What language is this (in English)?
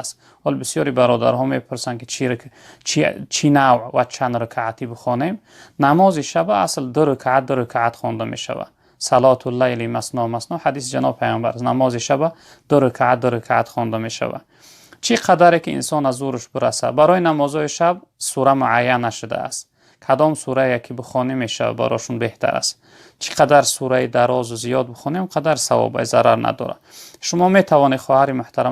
Tajik